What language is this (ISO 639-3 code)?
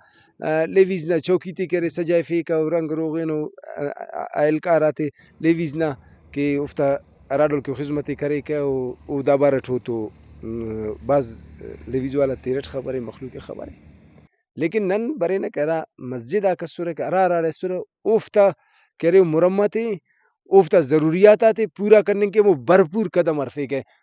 brh